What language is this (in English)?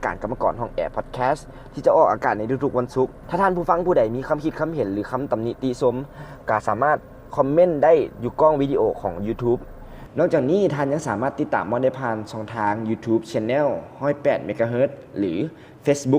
Lao